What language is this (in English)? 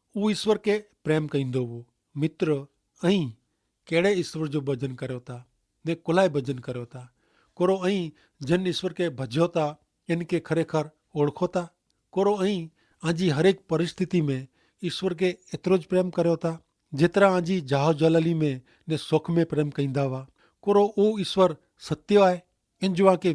Kachhi